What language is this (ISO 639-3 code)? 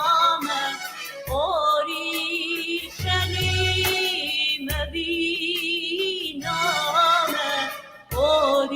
kur